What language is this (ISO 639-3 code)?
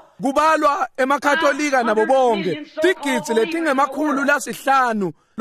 ssw